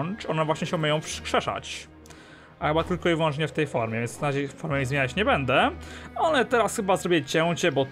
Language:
Polish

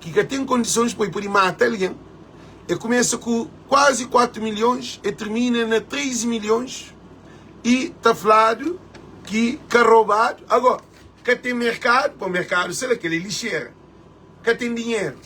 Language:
Kabuverdianu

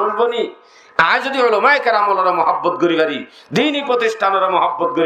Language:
Rohingya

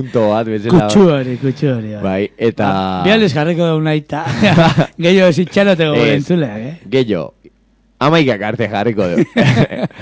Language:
Basque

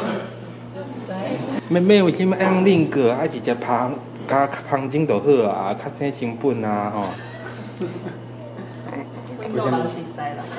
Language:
Min Nan Chinese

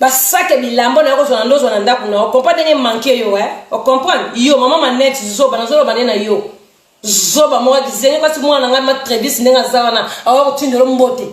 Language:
Lingala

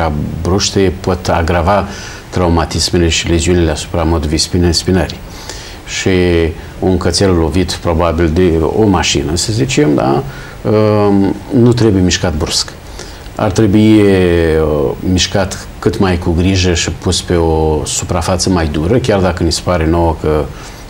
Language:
Romanian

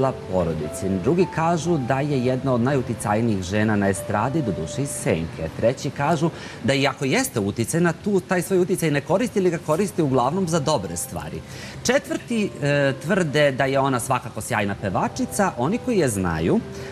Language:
Serbian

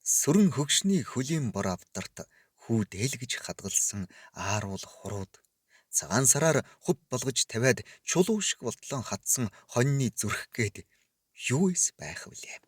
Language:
Mongolian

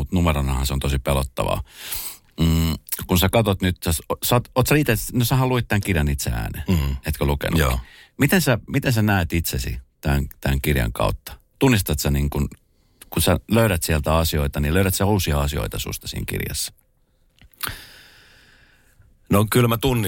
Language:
Finnish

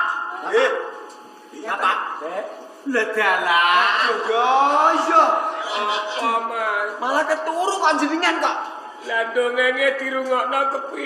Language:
Javanese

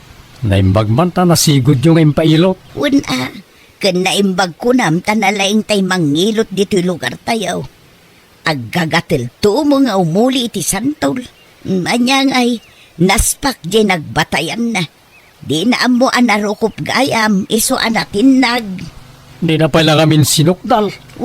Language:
Iloko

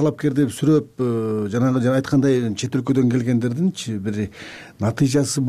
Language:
Kyrgyz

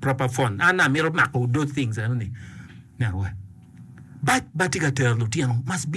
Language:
Acoli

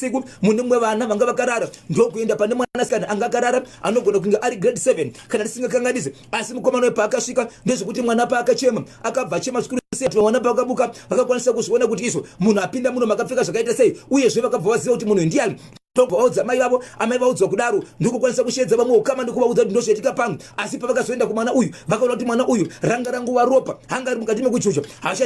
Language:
Shona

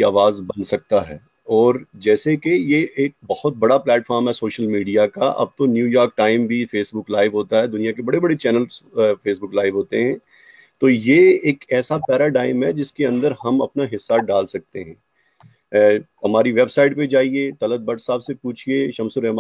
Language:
Urdu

